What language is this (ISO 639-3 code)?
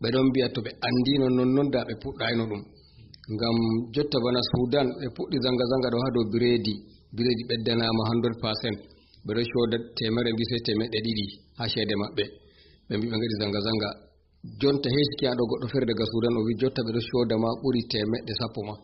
ful